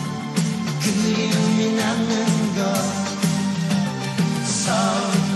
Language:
Korean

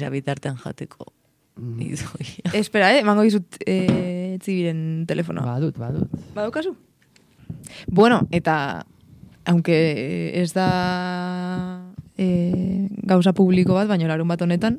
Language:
Basque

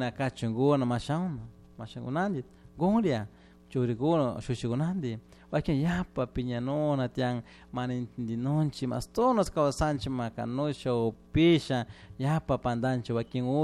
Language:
Chimborazo Highland Quichua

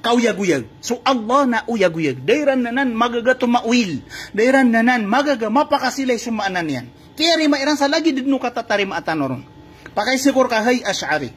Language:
Maranao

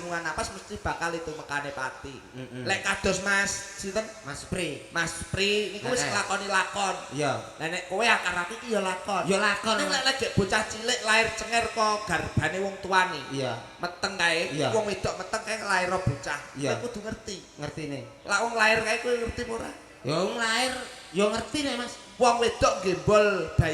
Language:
Javanese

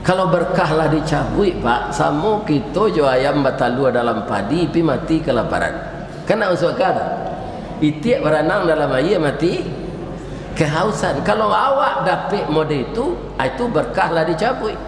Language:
Minangkabau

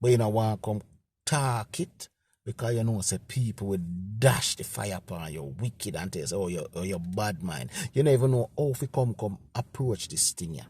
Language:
Jamaican Creole English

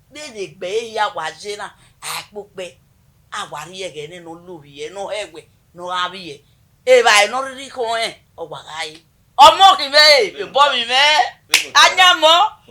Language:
Bini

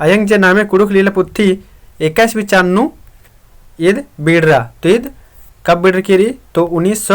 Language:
Kurukh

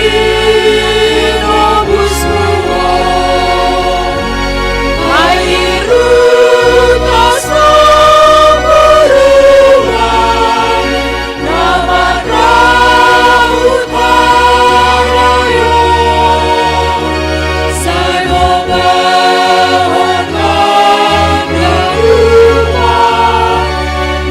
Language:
Batak Simalungun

